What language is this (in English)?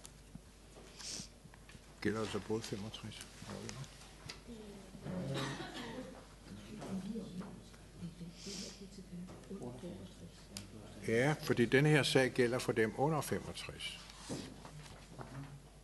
Danish